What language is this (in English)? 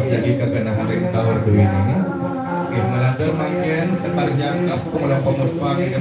Balinese